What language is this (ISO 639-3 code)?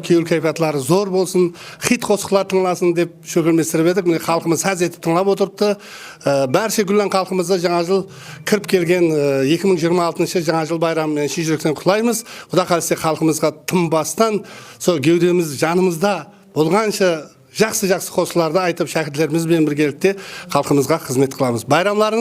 kaa